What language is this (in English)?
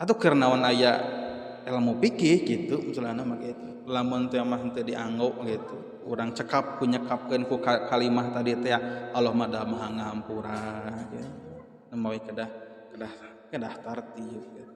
Sundanese